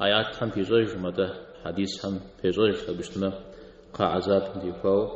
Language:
Kabardian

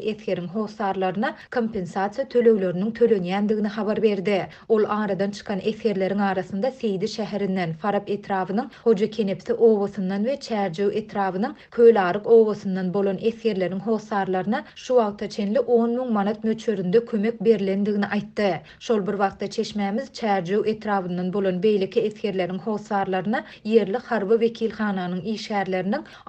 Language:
Turkmen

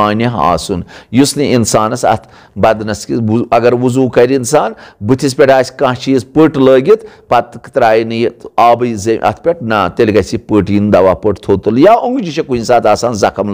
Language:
Kashmiri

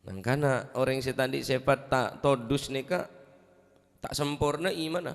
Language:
Madurese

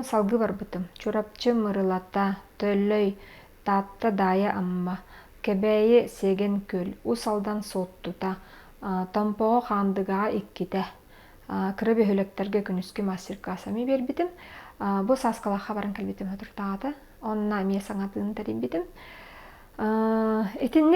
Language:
Yakut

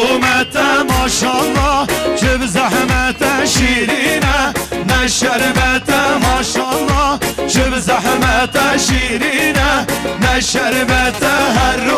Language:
Kurdish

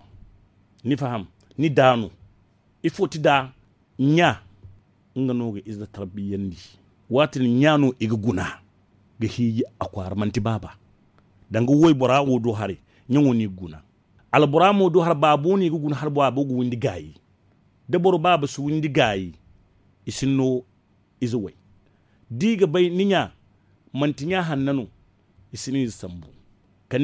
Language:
Zarma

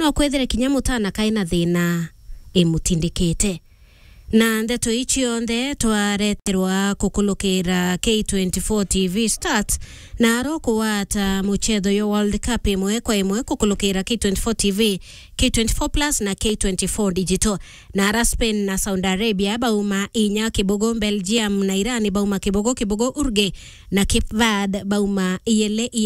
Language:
Meru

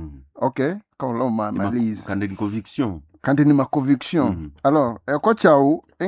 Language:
Nande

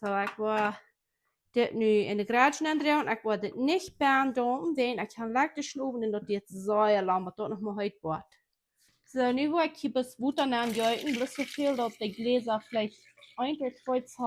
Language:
Plautdietsch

